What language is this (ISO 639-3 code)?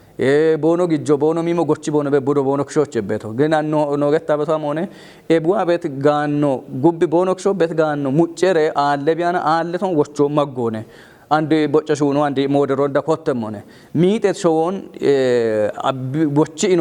kbr